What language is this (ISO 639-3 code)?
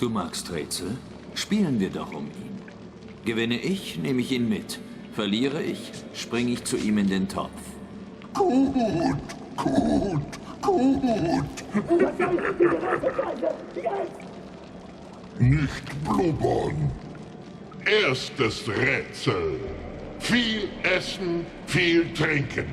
gsw